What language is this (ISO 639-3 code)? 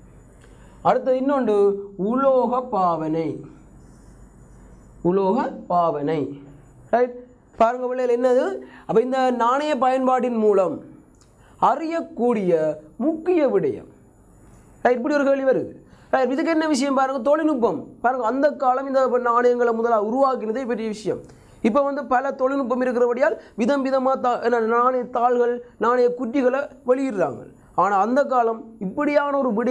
tam